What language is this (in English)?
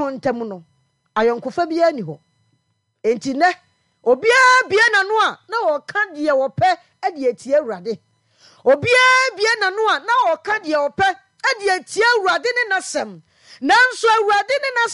Akan